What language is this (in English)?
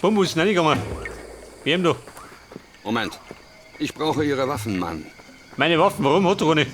Bavarian